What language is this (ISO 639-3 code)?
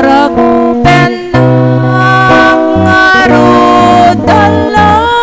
ilo